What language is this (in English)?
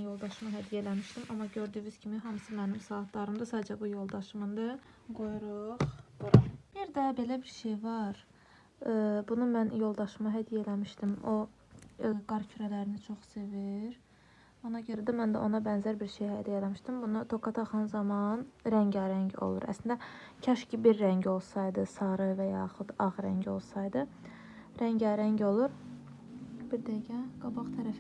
Azerbaijani